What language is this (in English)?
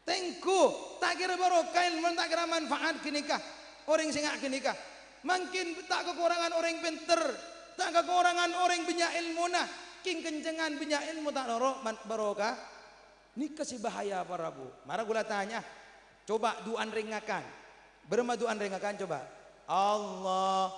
Madurese